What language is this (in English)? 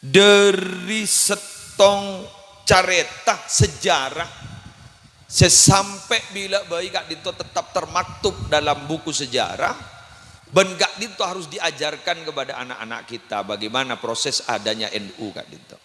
Madurese